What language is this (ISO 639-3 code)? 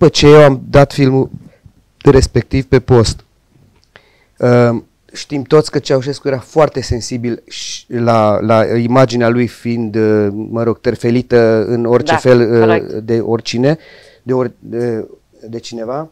ron